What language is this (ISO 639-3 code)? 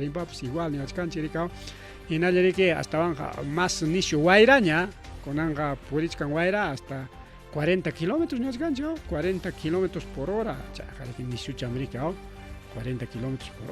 quy